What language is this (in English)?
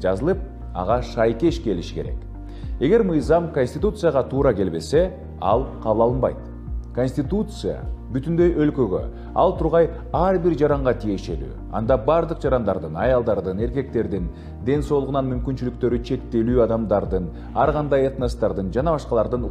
Kyrgyz